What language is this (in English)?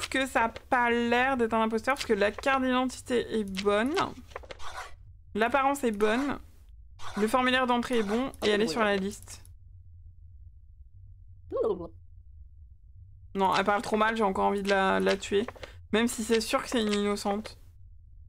French